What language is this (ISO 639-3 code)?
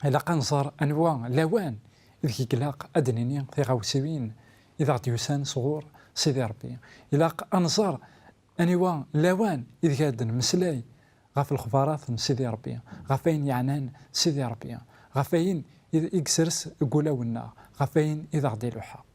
kab